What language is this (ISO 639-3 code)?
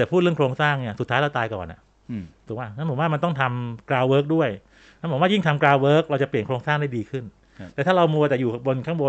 tha